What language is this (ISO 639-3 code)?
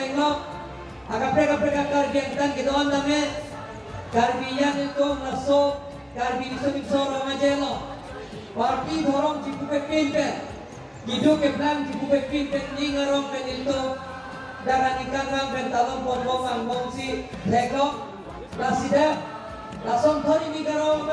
mjw